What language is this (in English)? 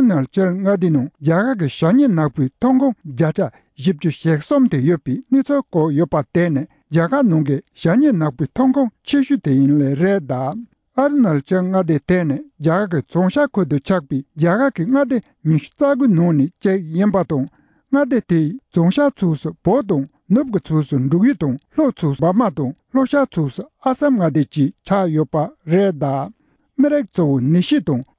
Tibetan